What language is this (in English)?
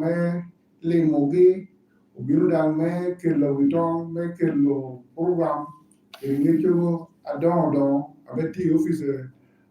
Lango (Uganda)